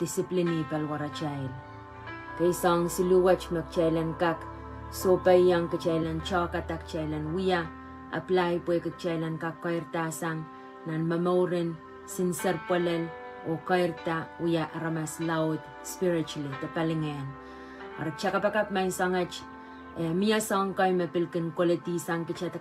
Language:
Pohnpeian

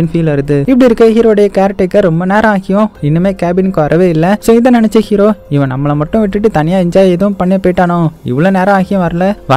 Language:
Tamil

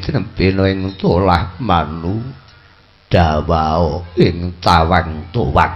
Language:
Javanese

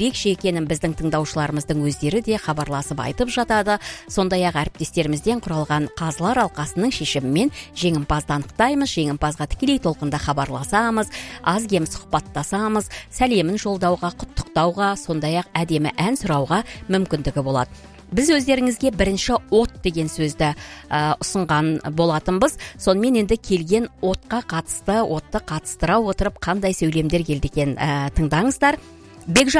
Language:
Kazakh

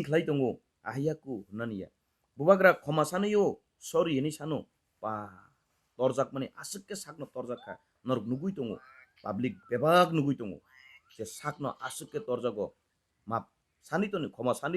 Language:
Kok Borok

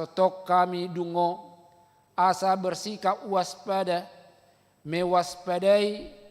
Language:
Batak Toba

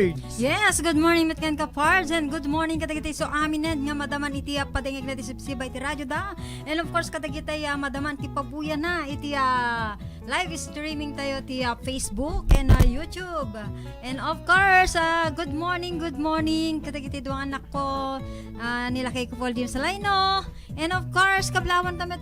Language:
Iloko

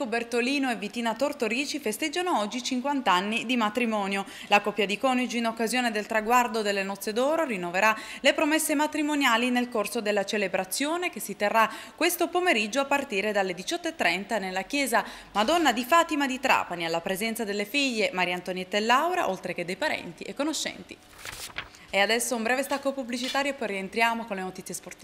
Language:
Italian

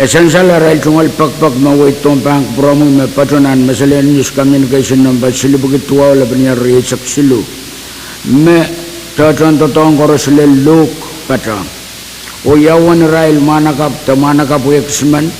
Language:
Pohnpeian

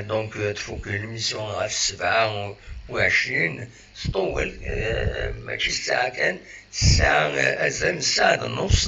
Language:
Kabyle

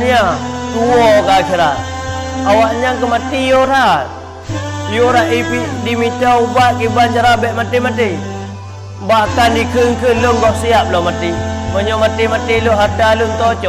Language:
Achinese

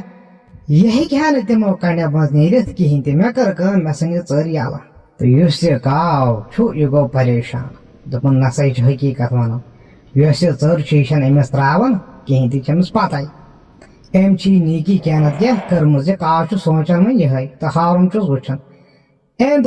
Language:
Kashmiri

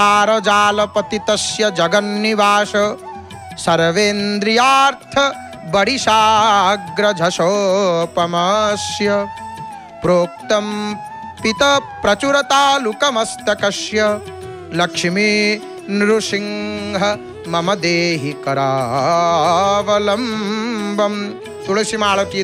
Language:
Odia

